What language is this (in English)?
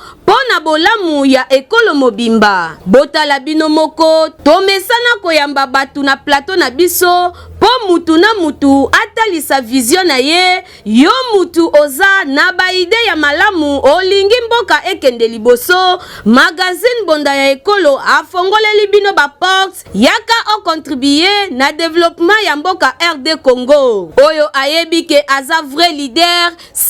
Lingala